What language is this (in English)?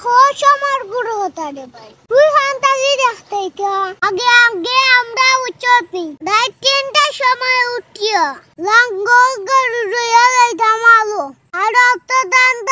Sylheti